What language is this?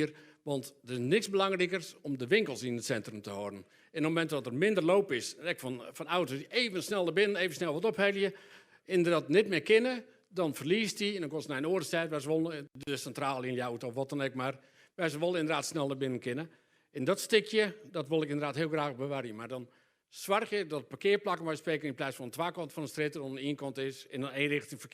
Western Frisian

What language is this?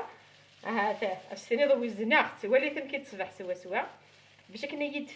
Kabyle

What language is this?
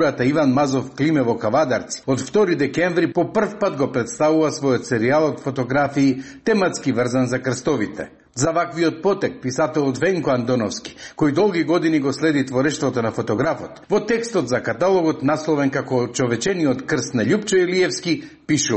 Macedonian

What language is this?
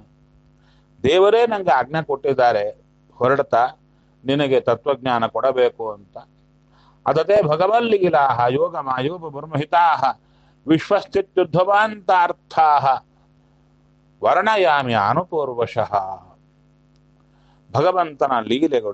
Kannada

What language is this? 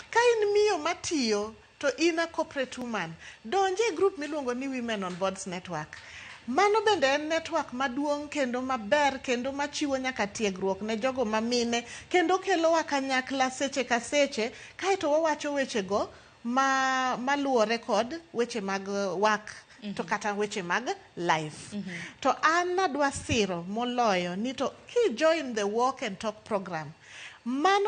Luo (Kenya and Tanzania)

